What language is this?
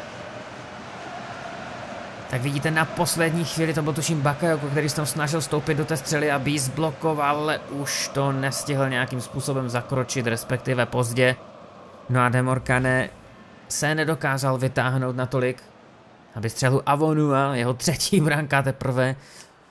Czech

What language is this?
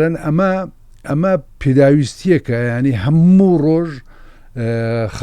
Central Kurdish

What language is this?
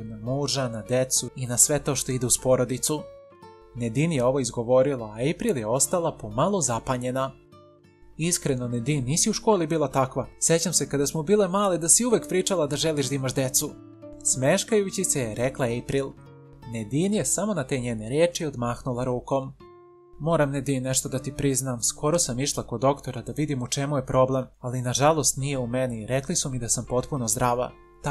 Serbian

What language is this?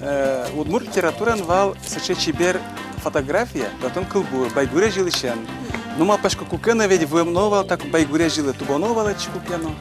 Udmurt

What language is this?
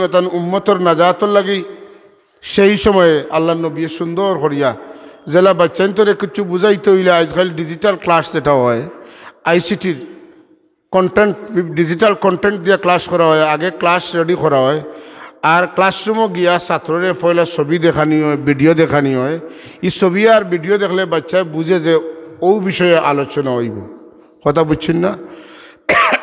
Sylheti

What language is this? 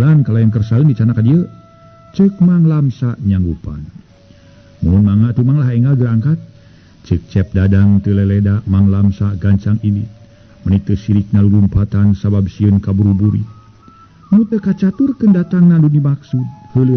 Sundanese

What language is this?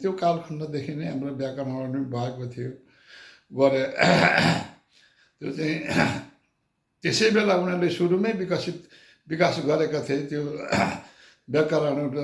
Nepali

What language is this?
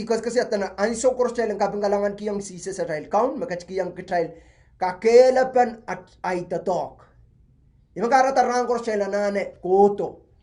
Pohnpeian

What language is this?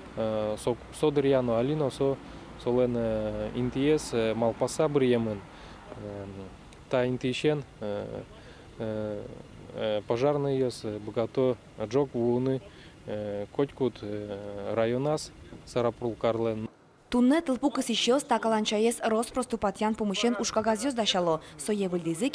Udmurt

